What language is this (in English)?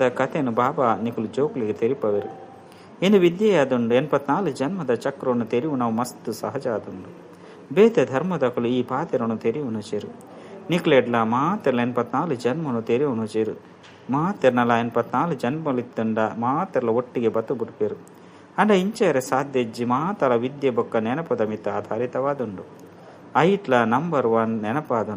Tulu